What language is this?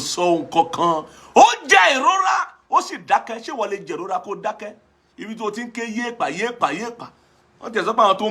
Yoruba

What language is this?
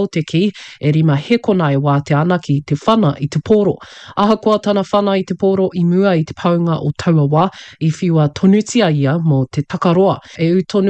Māori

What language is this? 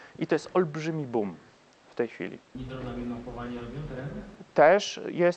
Polish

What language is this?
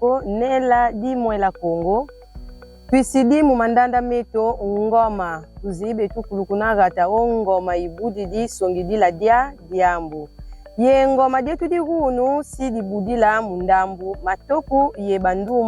Kongo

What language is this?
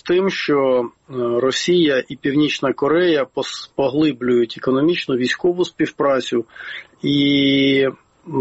Ukrainian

